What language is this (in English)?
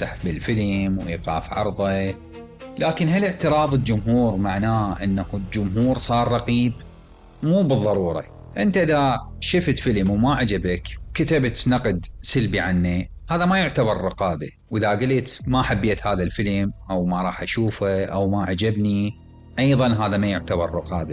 Mesopotamian Arabic